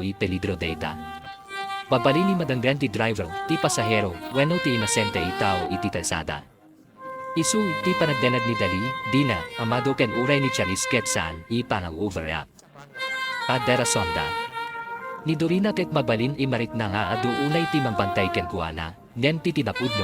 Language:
Iloko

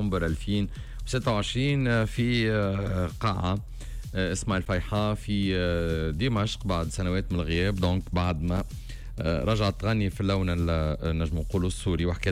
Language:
Tunisian Arabic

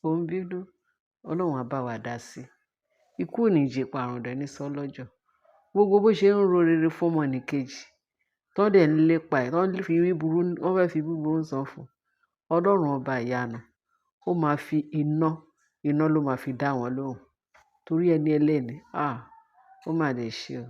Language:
Yoruba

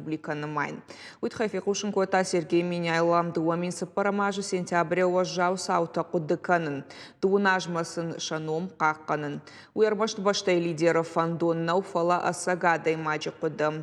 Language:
Ossetic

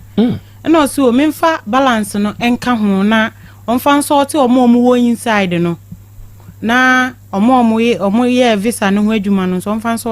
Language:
Akan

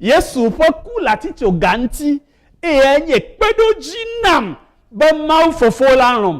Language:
Ewe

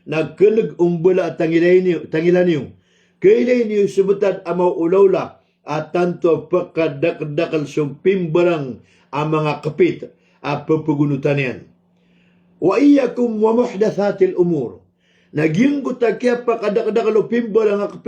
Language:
Maranao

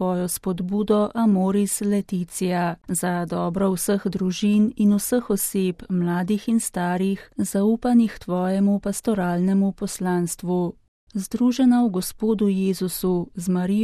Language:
Slovenian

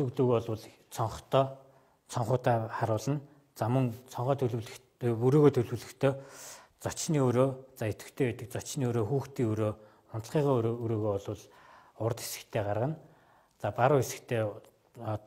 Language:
Mongolian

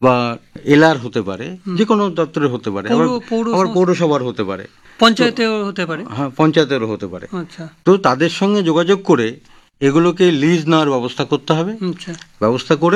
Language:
Bangla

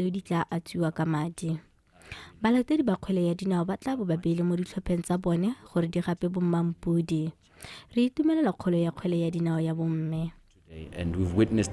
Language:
Tswana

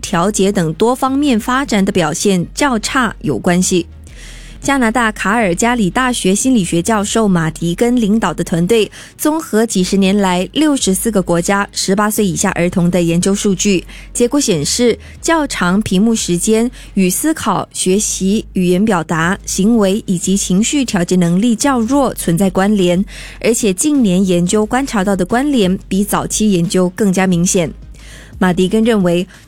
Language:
Chinese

